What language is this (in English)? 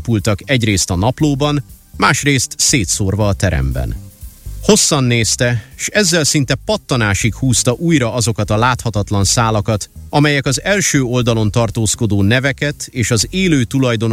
Hungarian